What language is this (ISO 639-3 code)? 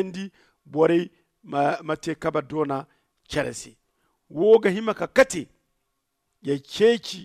dje